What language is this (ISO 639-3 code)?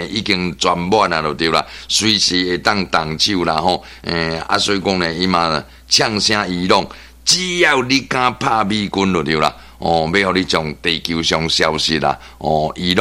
nan